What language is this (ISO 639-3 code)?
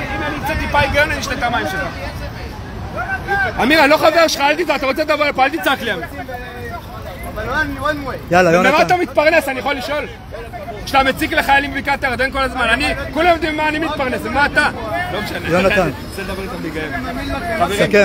heb